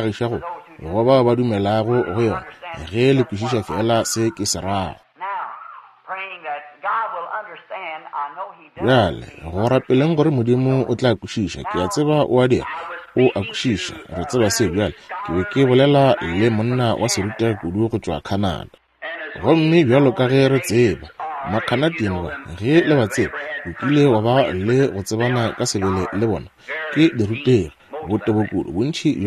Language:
Northern Sotho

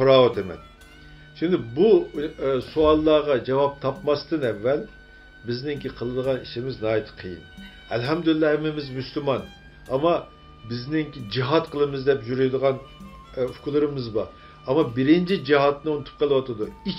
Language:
Uyghur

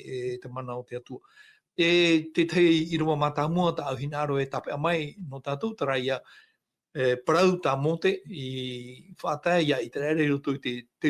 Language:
Tahitian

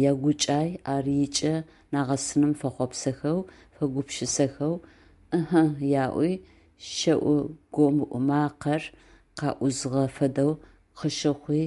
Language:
Adyghe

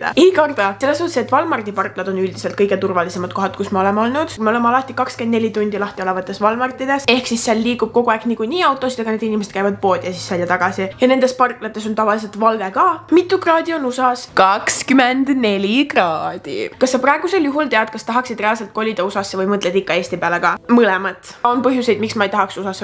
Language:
Estonian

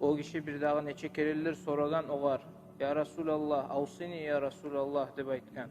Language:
Kumyk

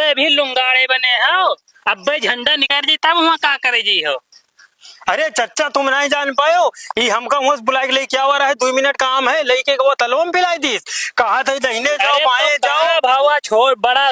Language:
Awadhi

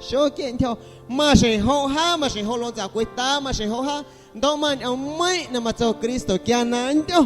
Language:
Guerrero Amuzgo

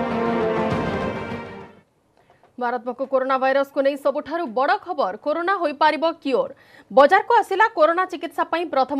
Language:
Odia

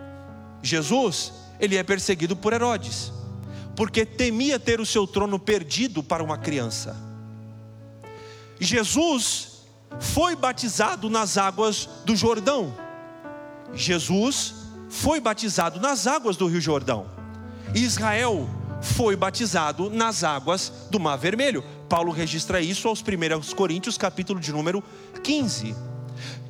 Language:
Portuguese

